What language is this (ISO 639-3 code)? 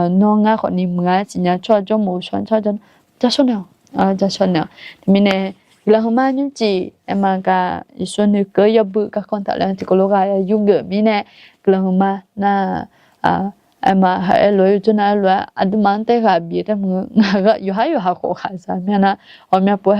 ahk